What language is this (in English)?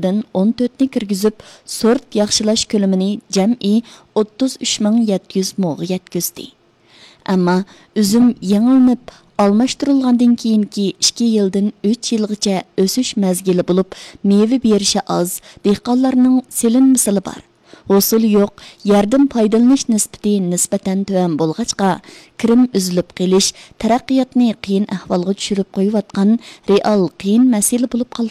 Uyghur